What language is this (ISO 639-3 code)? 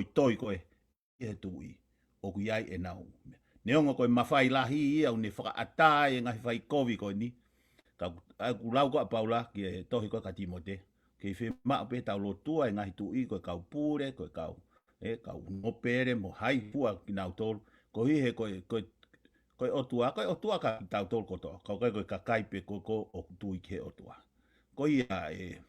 ton